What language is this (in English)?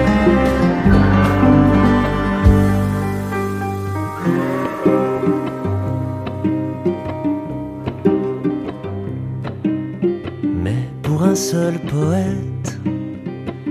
French